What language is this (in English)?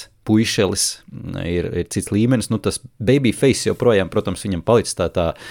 Latvian